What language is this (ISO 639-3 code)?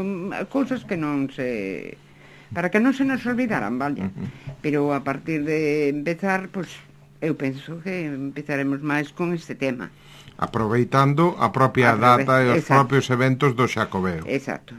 glg